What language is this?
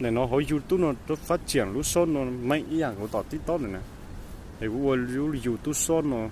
Hmong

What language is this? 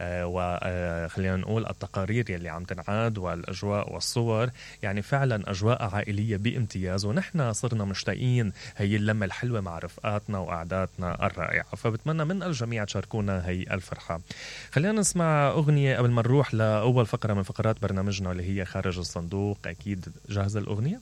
Mesopotamian Arabic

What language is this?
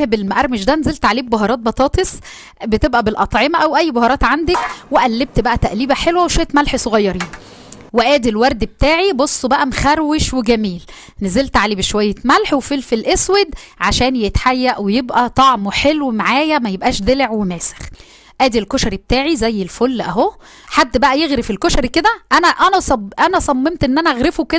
Egyptian Arabic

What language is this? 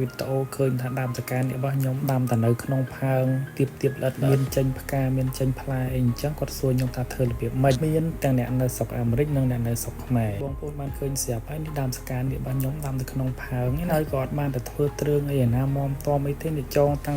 Khmer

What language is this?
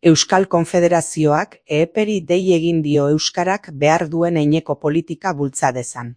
Basque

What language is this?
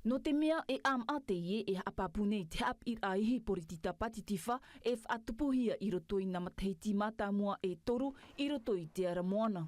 Tahitian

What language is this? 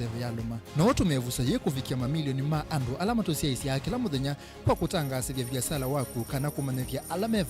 Kamba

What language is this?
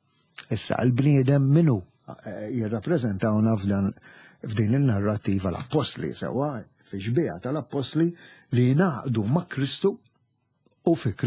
Maltese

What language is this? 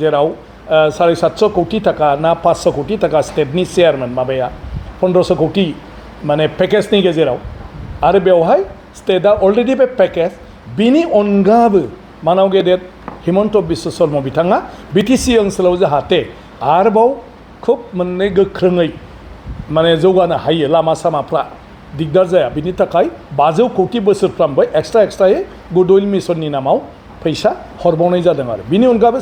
Bodo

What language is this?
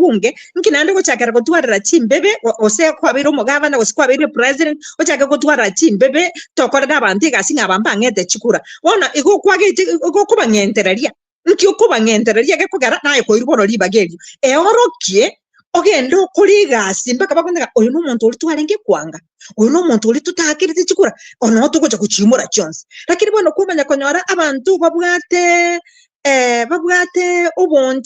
Gusii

